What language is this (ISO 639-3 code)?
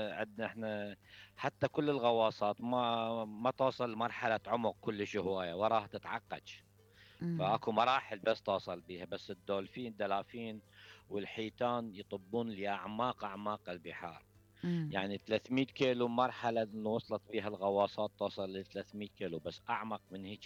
acm